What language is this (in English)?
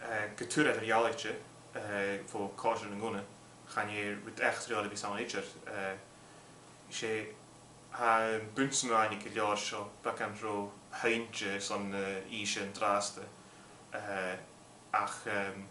Scottish Gaelic